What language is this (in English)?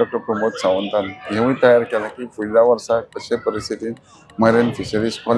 Konkani